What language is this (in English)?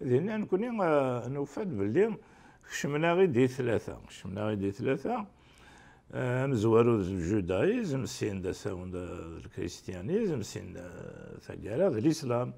Kabyle